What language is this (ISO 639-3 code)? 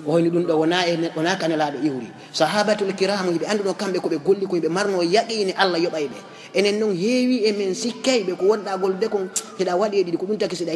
ful